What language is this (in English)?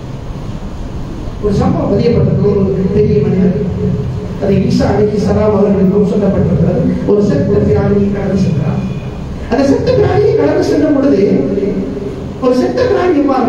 Tamil